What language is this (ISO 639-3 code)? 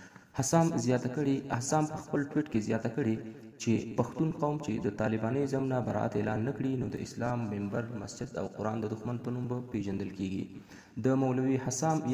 pus